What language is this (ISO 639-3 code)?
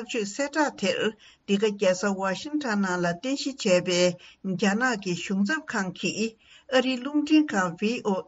bod